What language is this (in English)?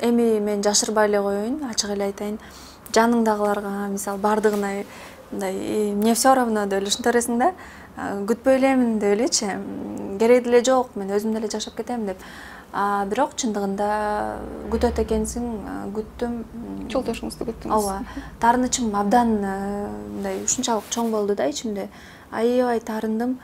Kyrgyz